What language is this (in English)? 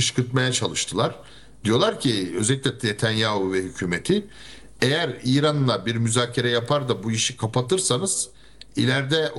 Turkish